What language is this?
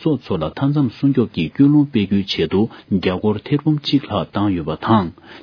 Tibetan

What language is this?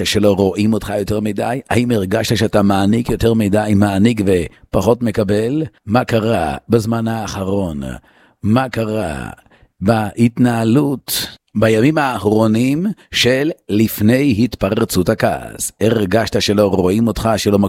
Hebrew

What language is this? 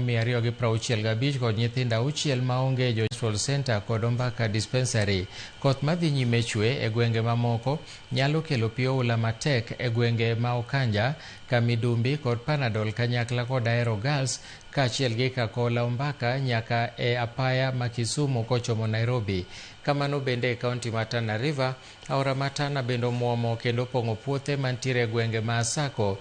Luo (Kenya and Tanzania)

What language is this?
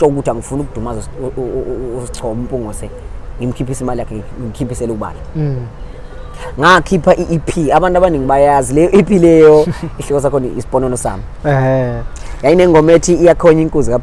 Zulu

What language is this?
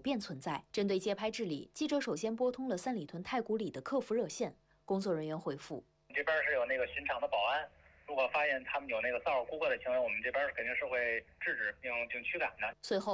Chinese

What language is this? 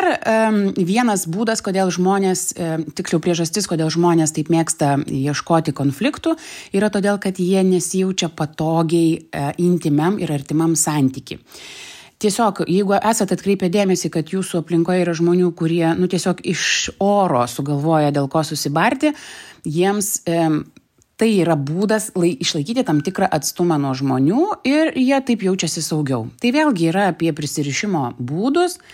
Lithuanian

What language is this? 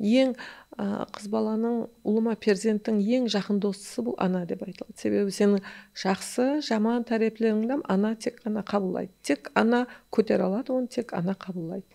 Kara-Kalpak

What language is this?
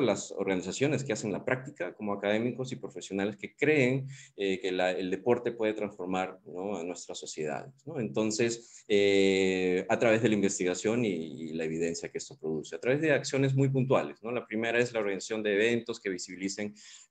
Spanish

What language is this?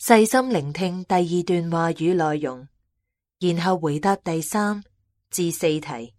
Cantonese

